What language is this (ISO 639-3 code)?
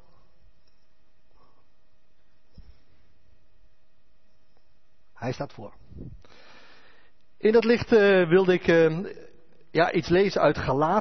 nld